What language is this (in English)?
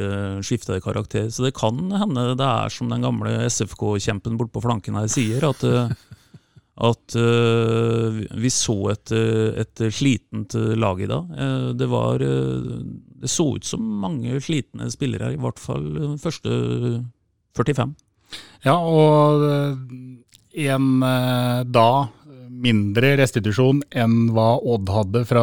Norwegian